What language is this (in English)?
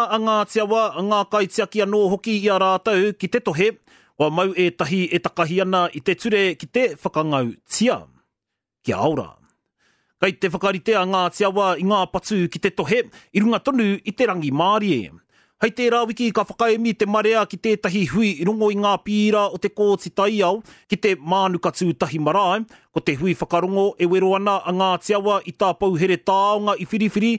Māori